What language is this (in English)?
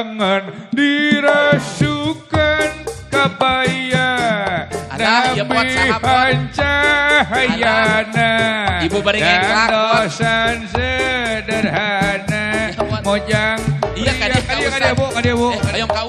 Sundanese